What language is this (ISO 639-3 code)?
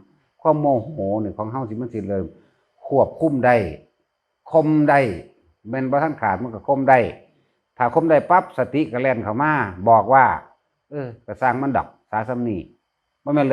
tts